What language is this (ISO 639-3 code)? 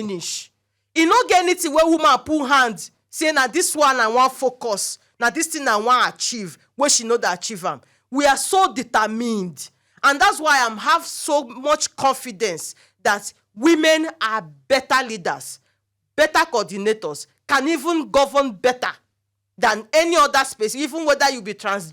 pcm